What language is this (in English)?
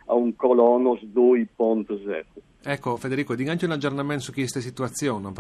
Friulian